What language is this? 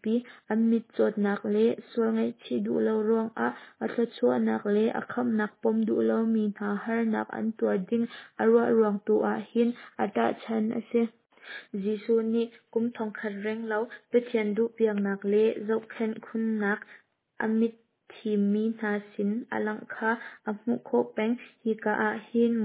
Hakha Chin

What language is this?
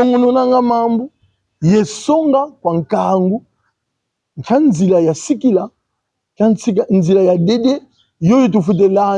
Kongo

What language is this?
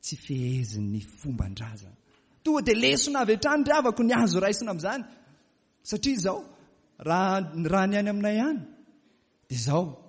Malagasy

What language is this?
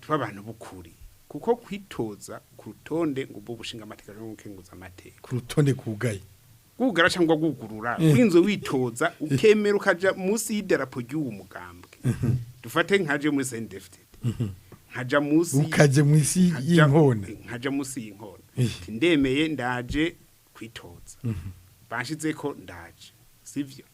Rundi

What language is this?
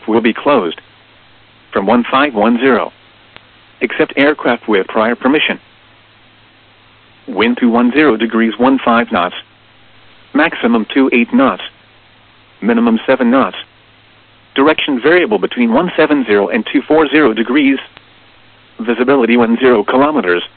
English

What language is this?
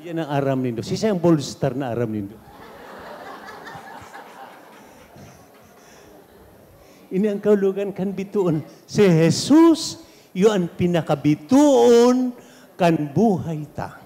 Bikol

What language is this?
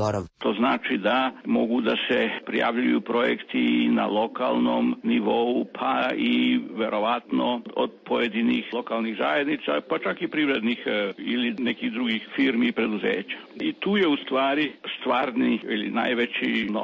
Serbian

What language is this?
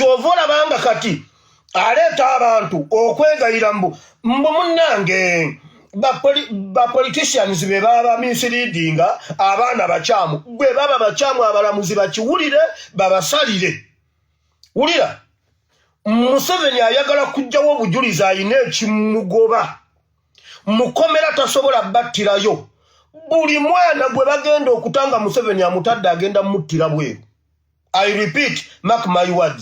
Ganda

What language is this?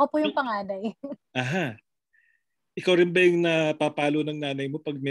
Filipino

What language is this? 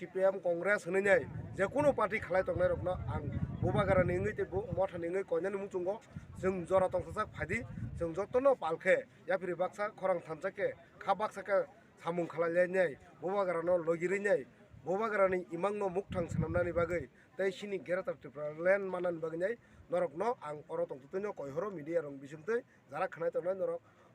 Kok Borok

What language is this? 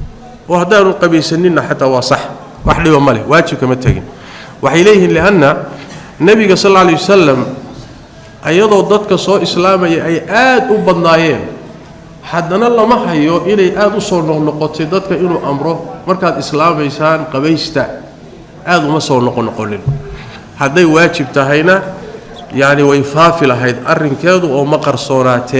Somali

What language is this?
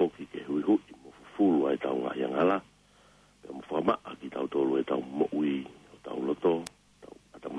Tongan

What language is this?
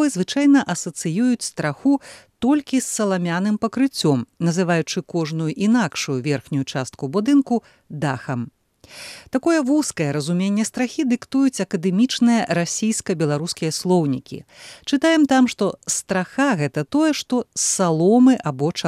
Belarusian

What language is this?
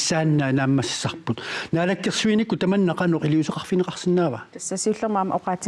Kalaallisut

